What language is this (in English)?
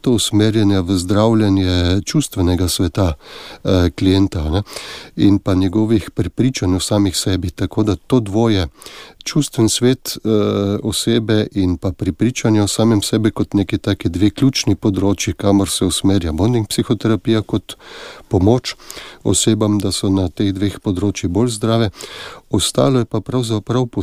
Slovenian